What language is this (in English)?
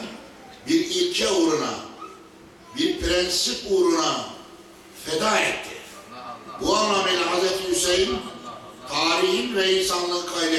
Turkish